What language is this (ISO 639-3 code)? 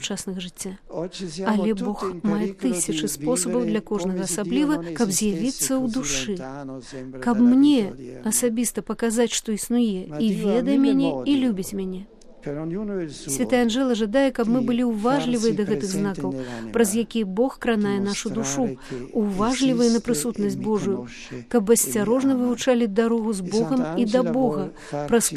bel